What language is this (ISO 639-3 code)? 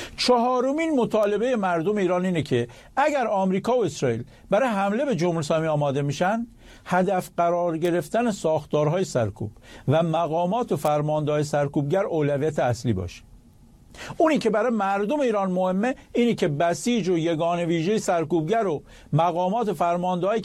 fas